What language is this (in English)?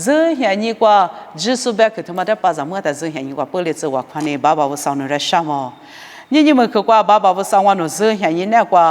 Lisu